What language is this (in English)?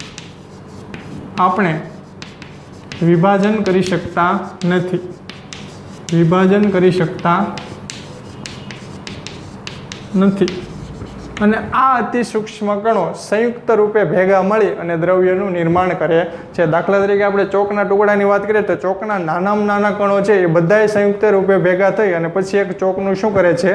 Gujarati